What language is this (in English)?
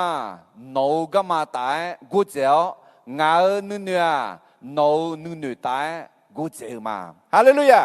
Akha